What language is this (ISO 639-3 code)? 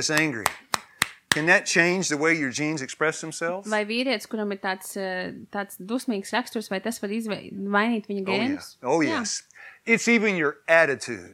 lav